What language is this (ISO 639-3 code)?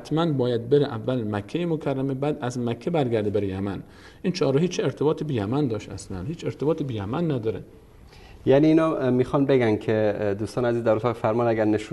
fas